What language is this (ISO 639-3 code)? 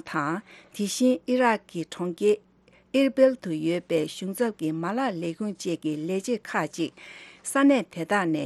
bod